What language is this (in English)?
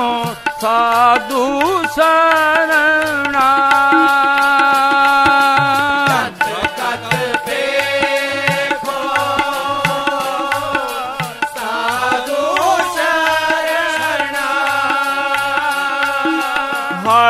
Punjabi